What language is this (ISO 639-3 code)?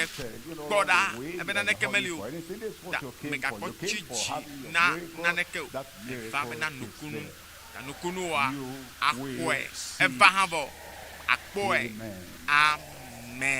ewe